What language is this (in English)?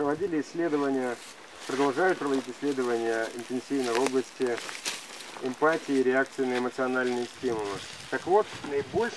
Russian